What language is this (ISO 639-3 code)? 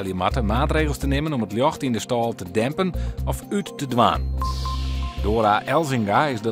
fry